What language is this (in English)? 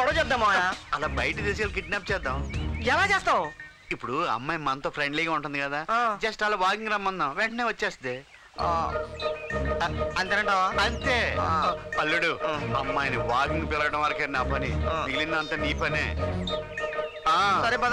Telugu